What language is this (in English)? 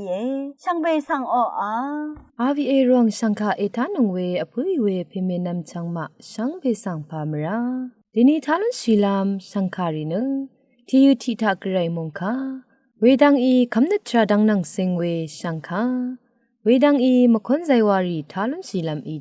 Rawang